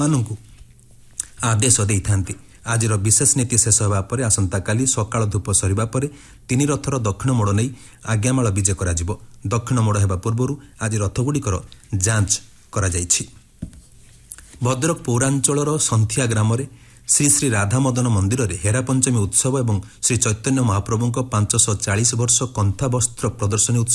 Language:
Odia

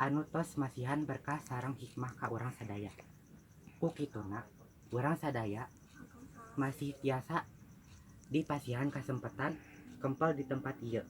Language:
Sundanese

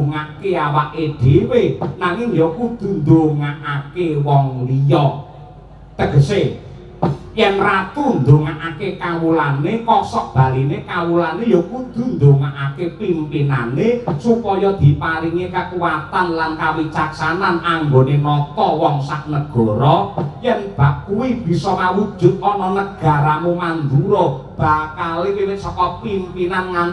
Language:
Javanese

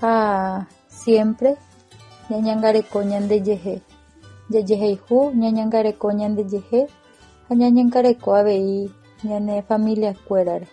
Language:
Guarani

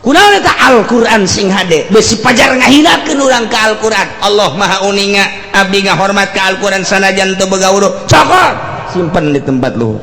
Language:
Sundanese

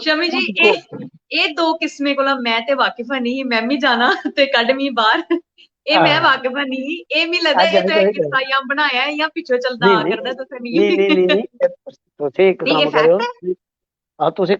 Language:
Dogri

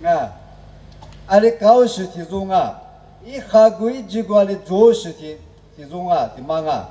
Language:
Lisu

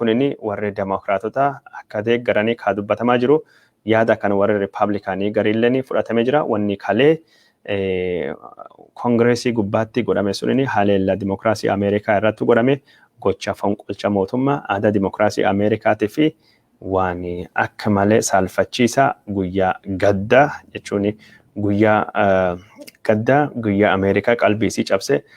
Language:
Oromo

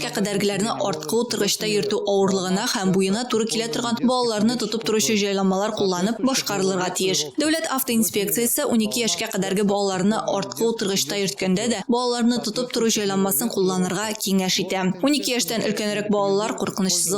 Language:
Tatar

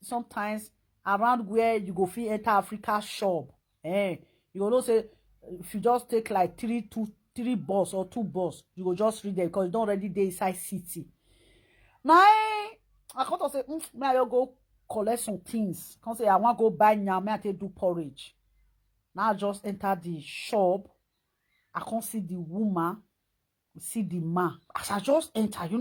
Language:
Nigerian Pidgin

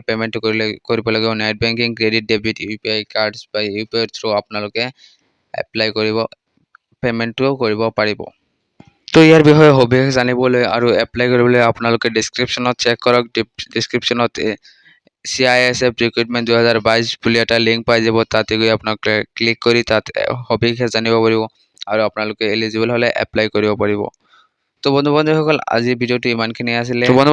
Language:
Assamese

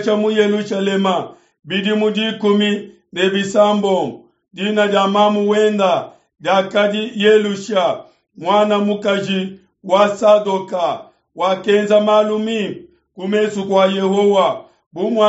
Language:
Luba-Lulua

